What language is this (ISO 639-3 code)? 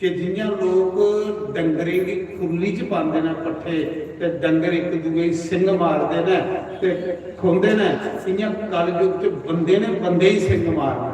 doi